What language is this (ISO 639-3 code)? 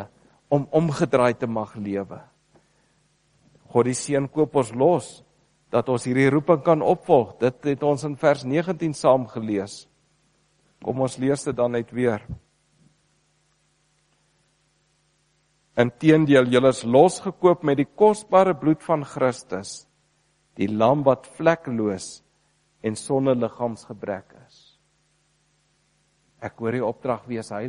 afr